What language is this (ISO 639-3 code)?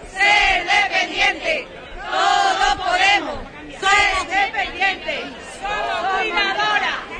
spa